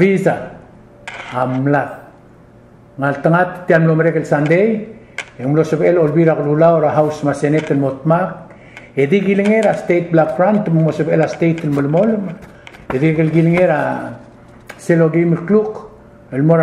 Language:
Palauan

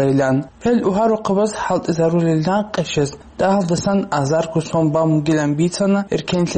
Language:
Avaric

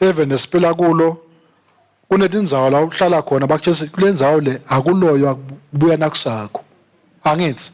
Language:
Swati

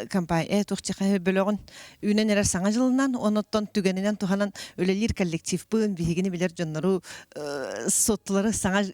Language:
Yakut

